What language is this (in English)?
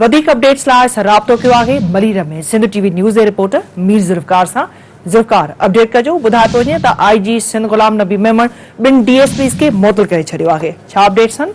Sindhi